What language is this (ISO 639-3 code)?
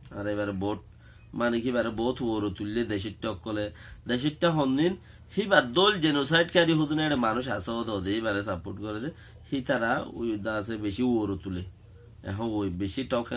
rhg